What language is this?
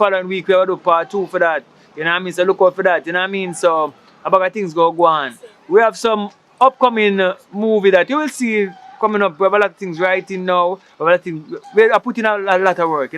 Jamaican Creole English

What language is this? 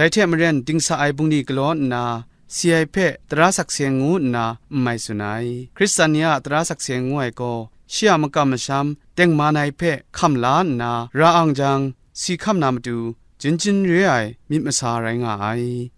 Kachin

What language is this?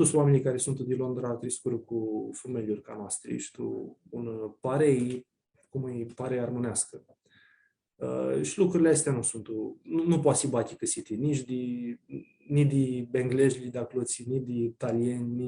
Aromanian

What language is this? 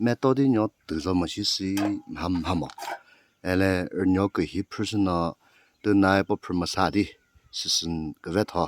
Chokri Naga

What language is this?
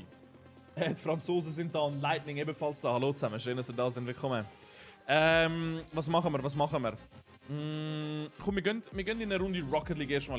Swiss German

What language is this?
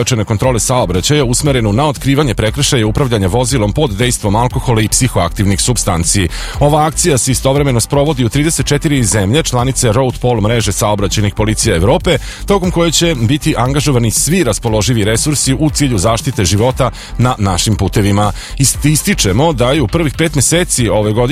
Serbian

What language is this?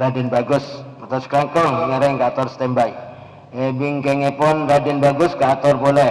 Madurese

